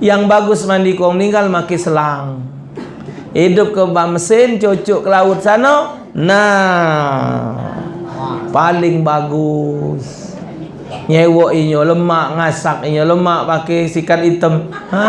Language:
Musi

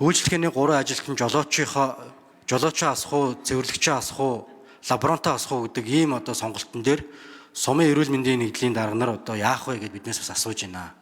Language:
Mongolian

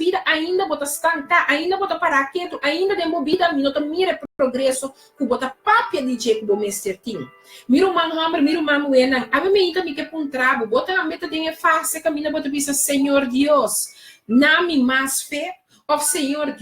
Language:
Papiamento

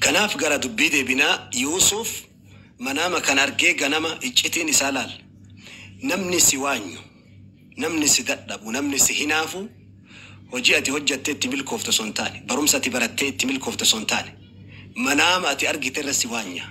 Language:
Oromo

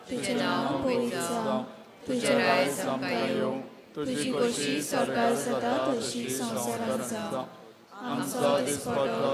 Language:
Konkani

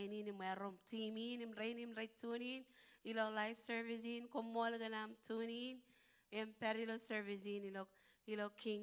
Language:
Marshallese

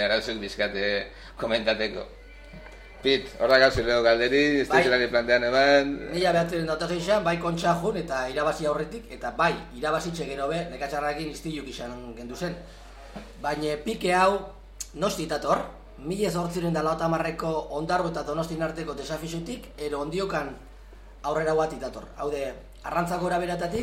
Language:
Basque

